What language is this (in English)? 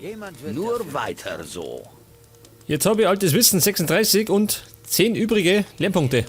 Bavarian